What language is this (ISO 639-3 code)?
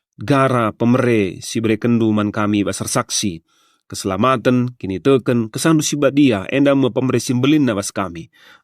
btx